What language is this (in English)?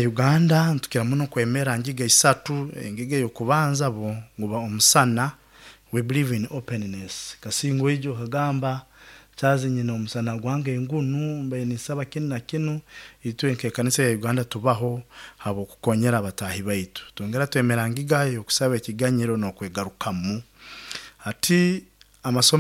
Nyoro